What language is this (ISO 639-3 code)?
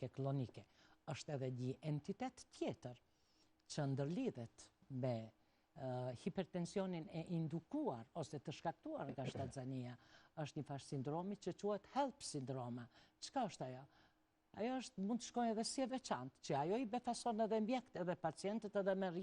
sqi